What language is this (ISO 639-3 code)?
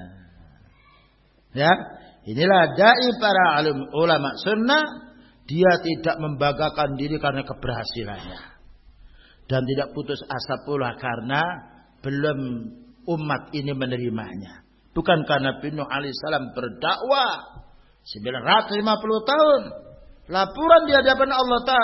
ind